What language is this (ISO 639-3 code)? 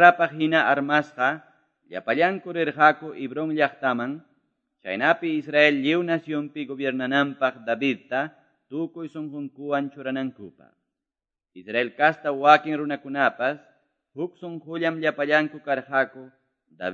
que